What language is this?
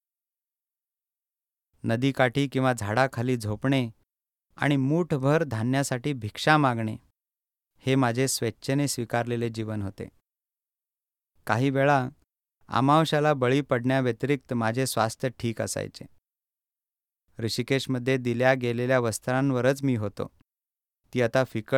Marathi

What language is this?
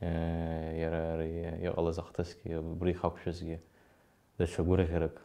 Abkhazian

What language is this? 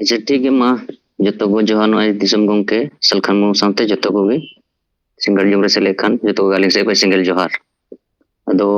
Santali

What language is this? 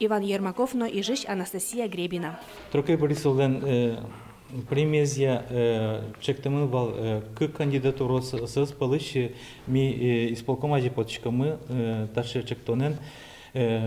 Udmurt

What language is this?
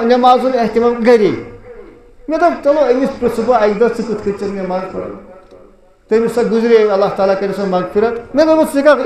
Kashmiri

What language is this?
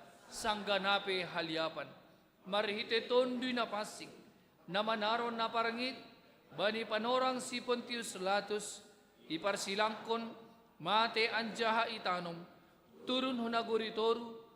Batak Simalungun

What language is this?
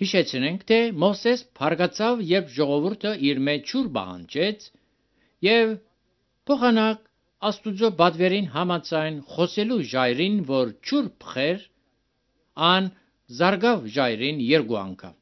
Armenian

